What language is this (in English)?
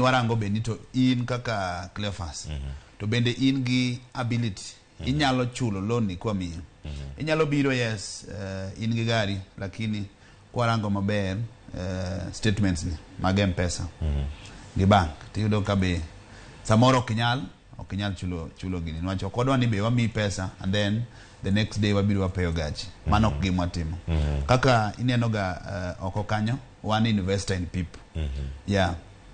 Luo (Kenya and Tanzania)